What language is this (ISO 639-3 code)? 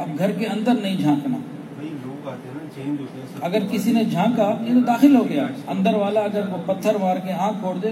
urd